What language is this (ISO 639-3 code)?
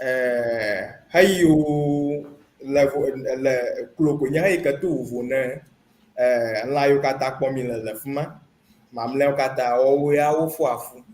ewe